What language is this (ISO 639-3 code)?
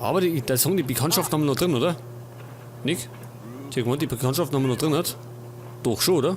bar